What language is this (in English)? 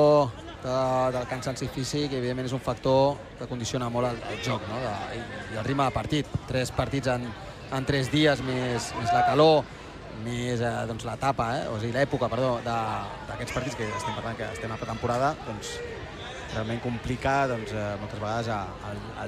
Catalan